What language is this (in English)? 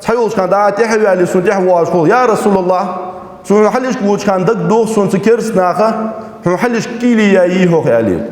Ingush